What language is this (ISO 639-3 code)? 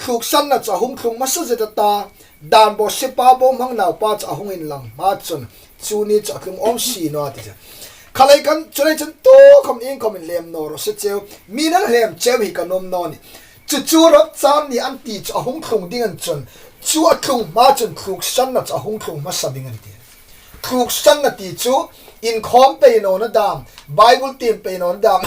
hmr